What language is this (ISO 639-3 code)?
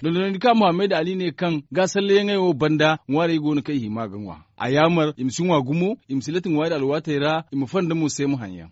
dje